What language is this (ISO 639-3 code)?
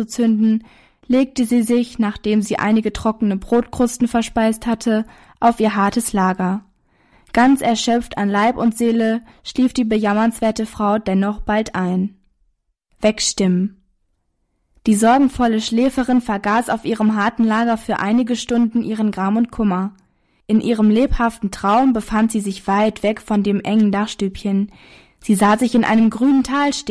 deu